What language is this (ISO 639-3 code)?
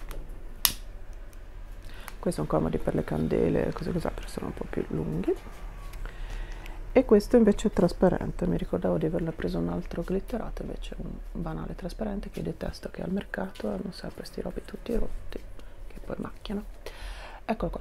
ita